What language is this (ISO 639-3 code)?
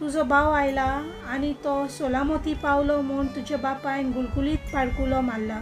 kok